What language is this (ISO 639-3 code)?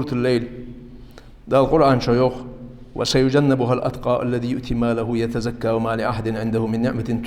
inh